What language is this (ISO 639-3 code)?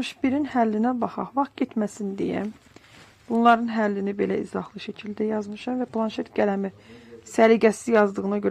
aze